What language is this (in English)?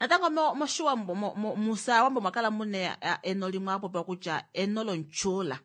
Kuanyama